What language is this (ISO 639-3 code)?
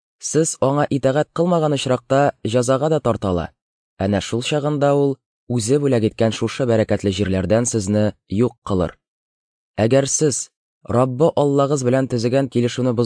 tat